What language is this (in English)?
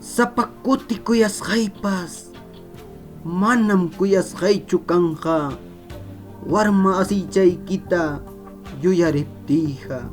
Ayacucho Quechua